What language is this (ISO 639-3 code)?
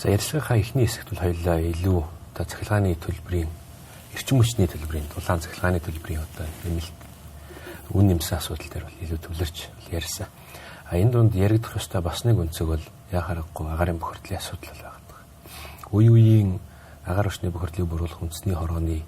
mon